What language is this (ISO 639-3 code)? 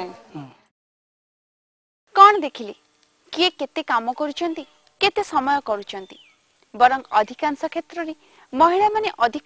ori